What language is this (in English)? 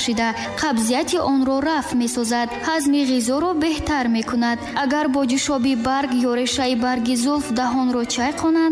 Tajik